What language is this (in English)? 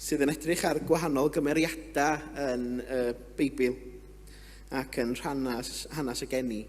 Welsh